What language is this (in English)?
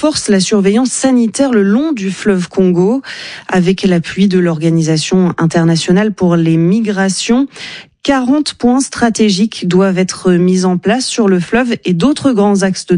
French